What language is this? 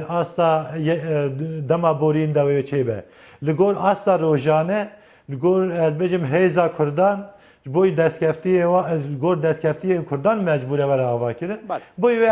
Kurdish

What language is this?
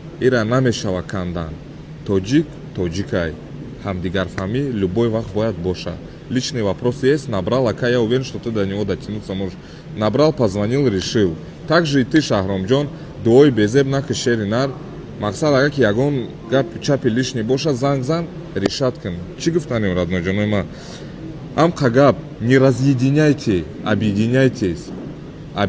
Tajik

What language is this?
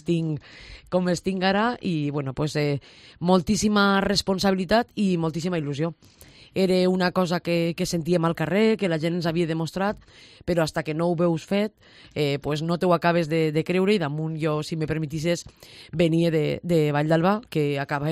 Catalan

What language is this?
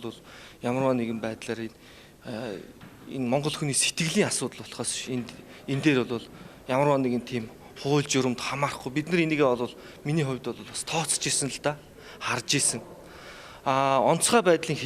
Mongolian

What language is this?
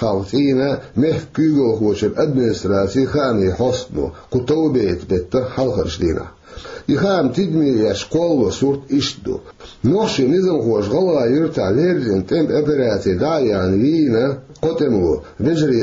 Chechen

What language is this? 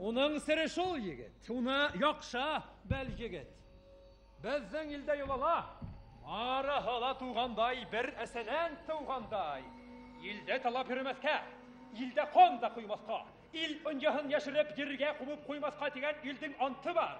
Bashkir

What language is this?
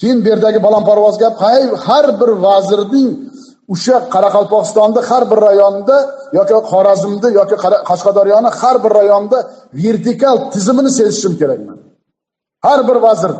Uzbek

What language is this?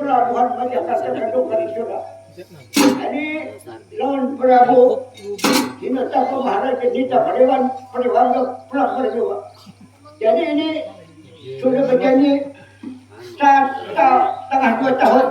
Banjar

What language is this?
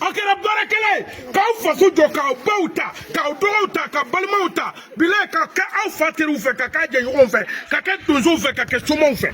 Bambara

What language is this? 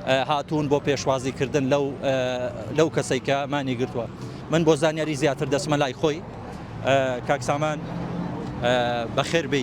Central Kurdish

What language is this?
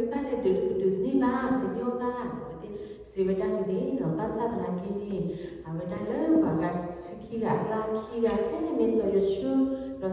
S'gaw Karen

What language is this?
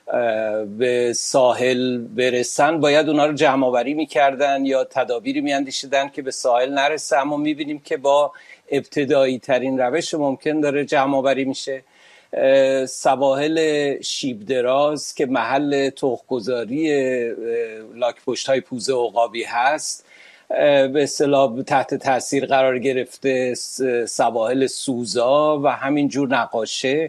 Persian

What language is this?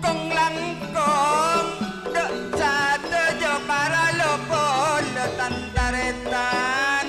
Madurese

